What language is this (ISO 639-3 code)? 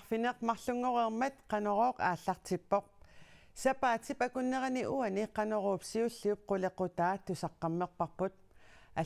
kal